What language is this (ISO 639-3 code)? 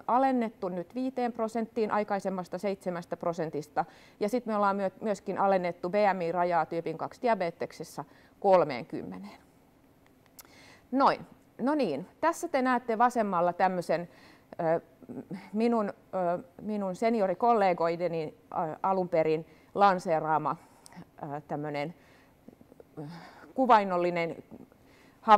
fin